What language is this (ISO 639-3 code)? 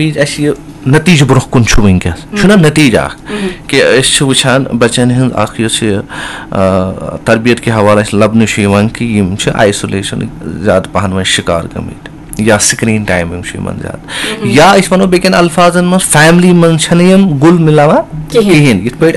kas